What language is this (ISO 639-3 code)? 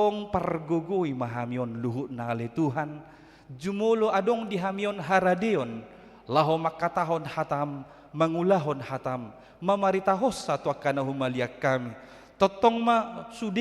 bbc